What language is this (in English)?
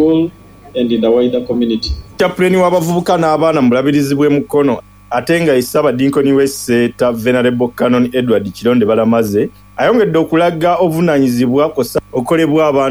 Ganda